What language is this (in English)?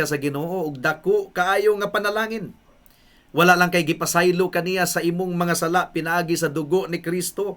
Cebuano